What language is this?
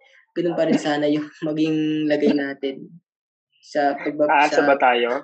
Filipino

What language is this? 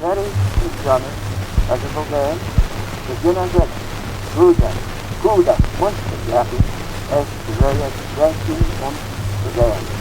Manx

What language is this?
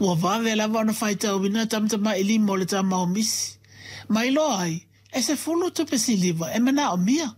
Samoan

